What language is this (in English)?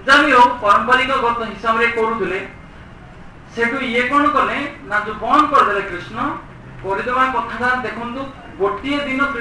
Odia